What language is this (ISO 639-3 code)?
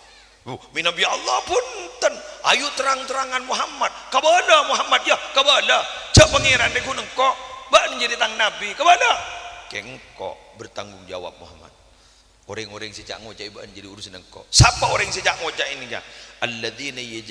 mad